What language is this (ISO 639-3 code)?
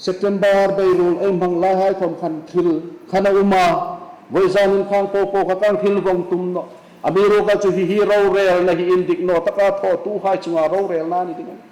hmr